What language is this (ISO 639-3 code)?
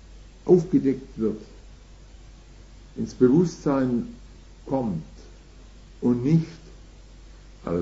deu